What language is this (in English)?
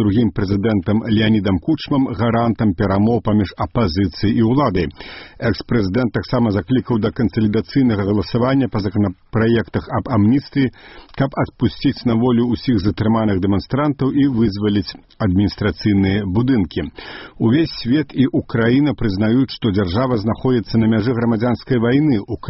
Belarusian